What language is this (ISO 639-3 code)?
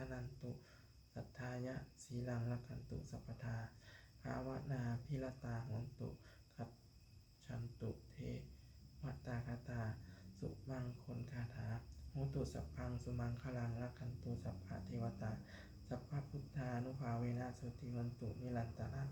pli